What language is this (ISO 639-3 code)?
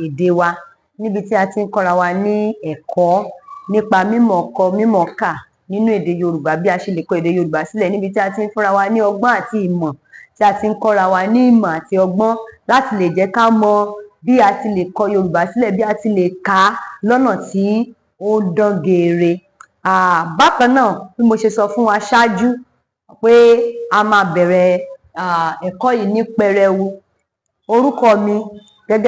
yor